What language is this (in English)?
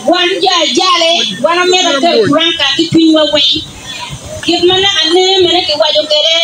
Acoli